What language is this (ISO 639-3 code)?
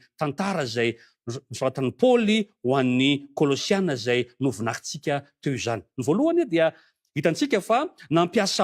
mlg